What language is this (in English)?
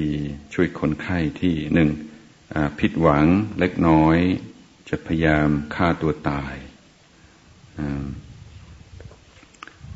Thai